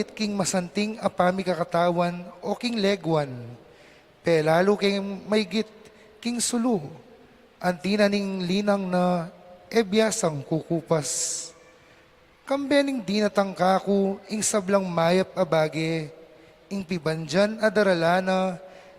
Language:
Pampanga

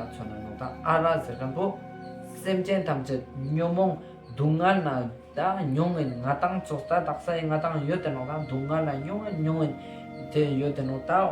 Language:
Ladakhi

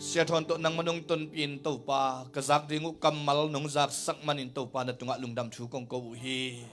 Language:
Tedim Chin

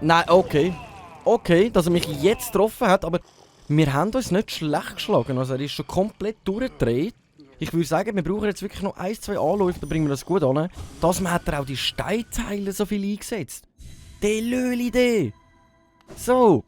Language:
Swiss German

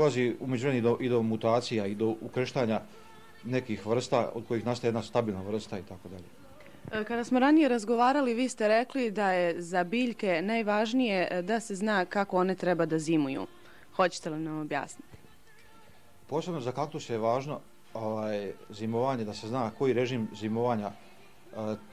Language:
Croatian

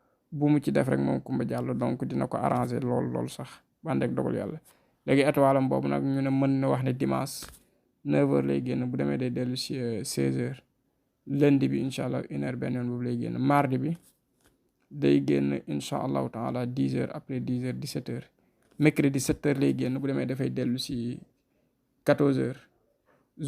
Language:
Wolof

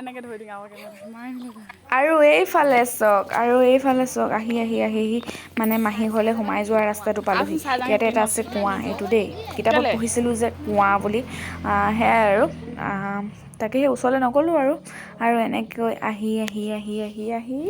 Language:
Assamese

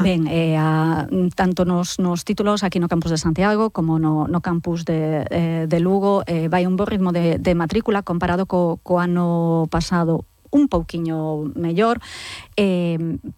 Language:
Galician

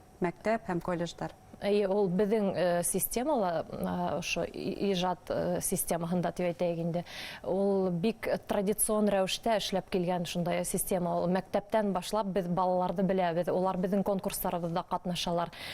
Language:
Bashkir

